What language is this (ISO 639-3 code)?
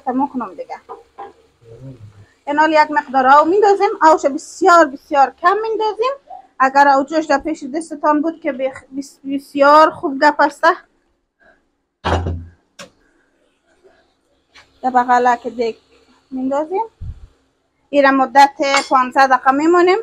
fas